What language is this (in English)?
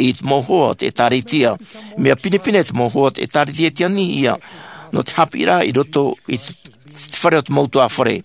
Tahitian